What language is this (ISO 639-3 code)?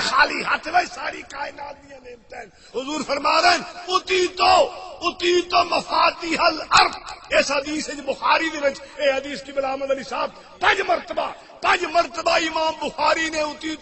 skr